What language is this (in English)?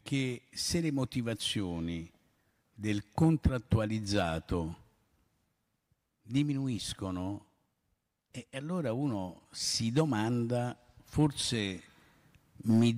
Italian